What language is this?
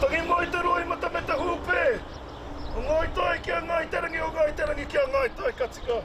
Māori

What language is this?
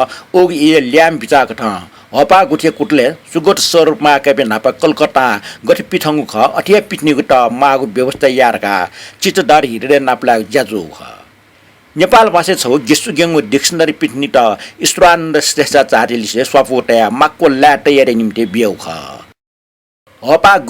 Newari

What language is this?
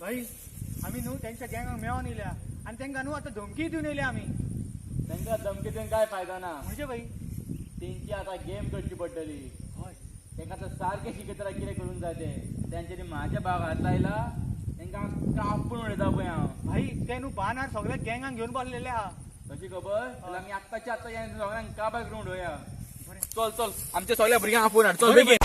Konkani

